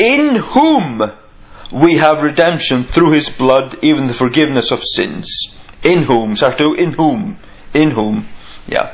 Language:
Faroese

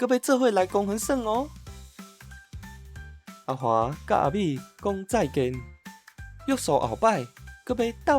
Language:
Min Nan Chinese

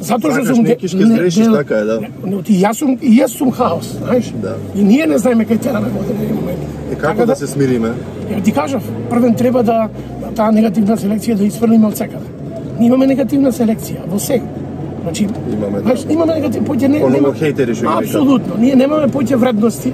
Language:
Macedonian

